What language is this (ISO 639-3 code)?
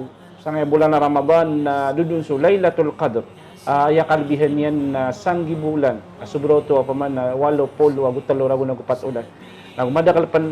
mrw